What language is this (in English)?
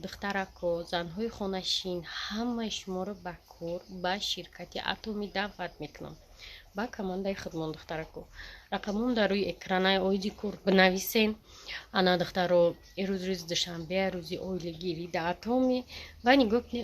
Tajik